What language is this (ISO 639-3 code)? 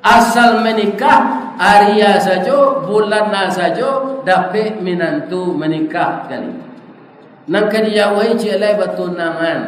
min